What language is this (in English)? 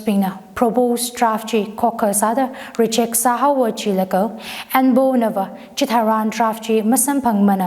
Tangkhul Naga (India)